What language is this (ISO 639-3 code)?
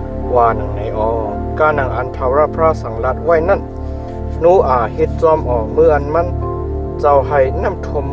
shn